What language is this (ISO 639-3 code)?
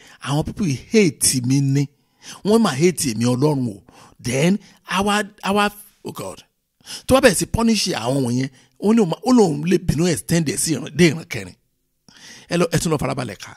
yor